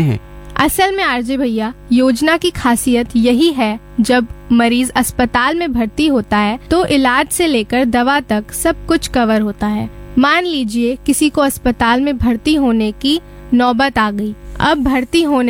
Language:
Hindi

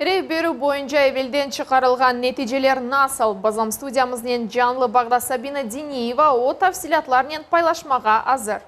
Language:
Crimean Tatar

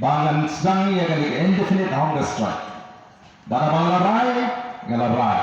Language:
Khasi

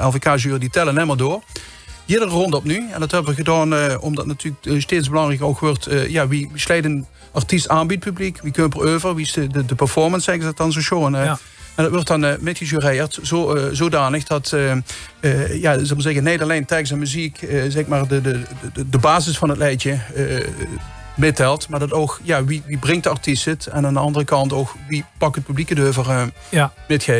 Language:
Limburgish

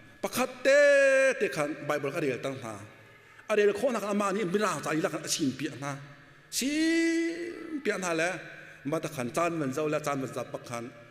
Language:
Hakha Chin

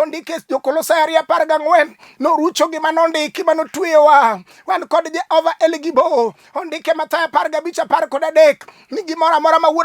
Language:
Luo (Kenya and Tanzania)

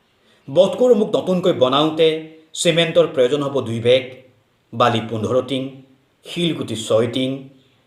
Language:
Assamese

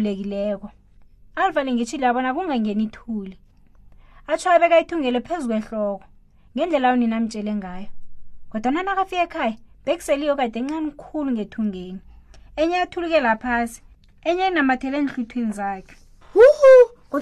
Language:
South Ndebele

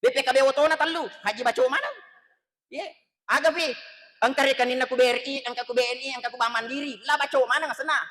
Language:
Buginese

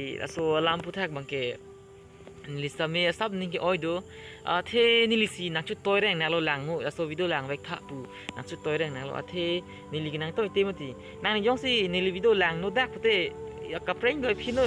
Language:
Karbi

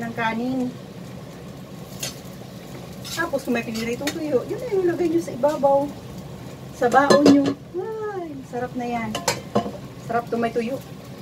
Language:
Filipino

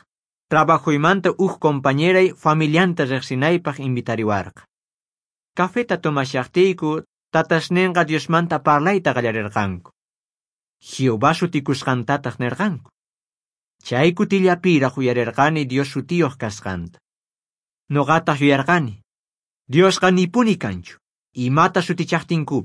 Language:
South Bolivian Quechua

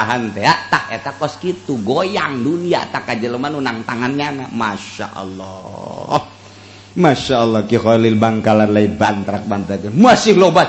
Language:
Sundanese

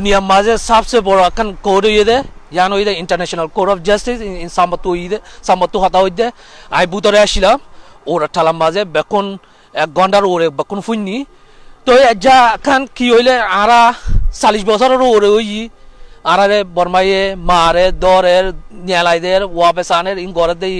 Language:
Rohingya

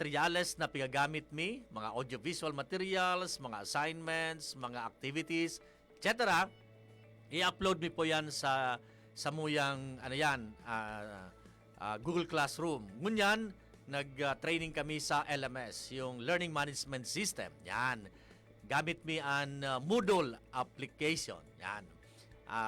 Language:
Bikol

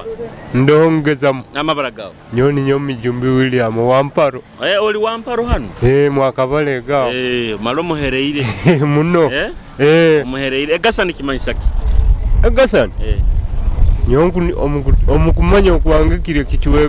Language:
Nyoro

